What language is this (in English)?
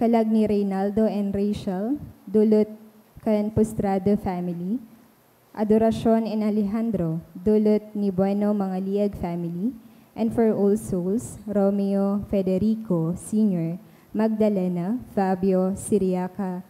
Bikol